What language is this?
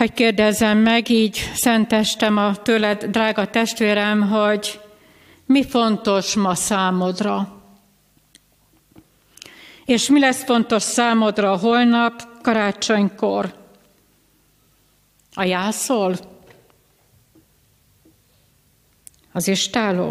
Hungarian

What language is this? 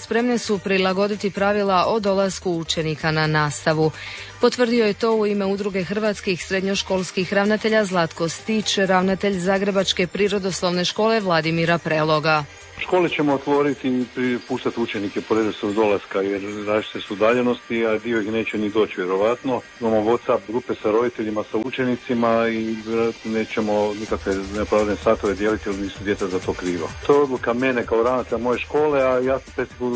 Croatian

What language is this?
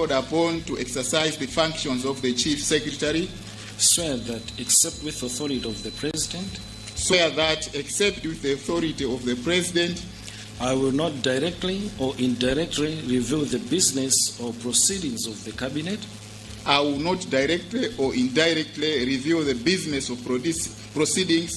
Nyanja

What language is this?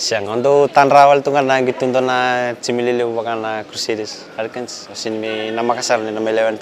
Fijian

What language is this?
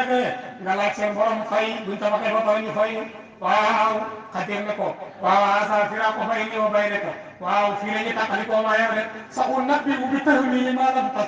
Wolof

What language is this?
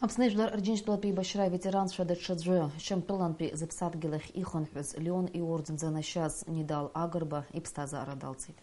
Abkhazian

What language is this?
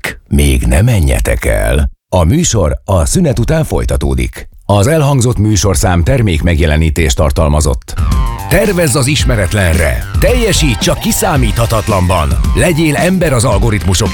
Hungarian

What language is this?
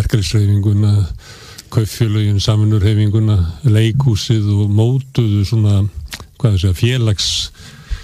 Icelandic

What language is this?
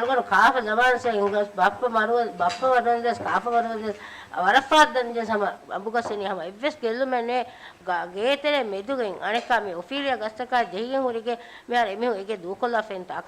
Divehi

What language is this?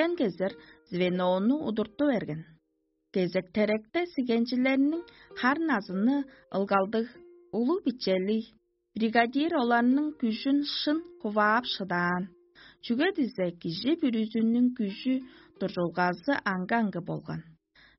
Tuvinian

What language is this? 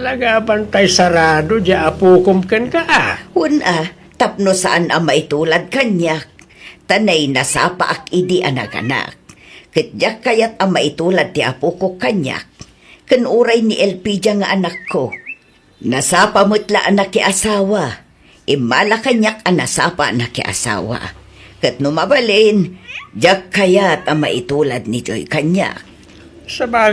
Iloko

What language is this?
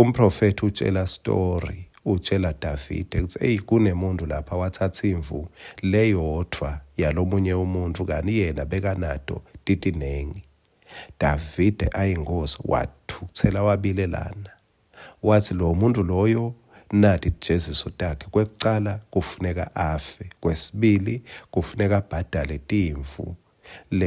Swati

